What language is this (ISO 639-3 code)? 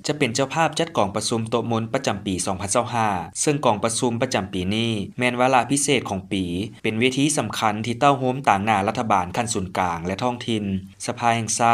lao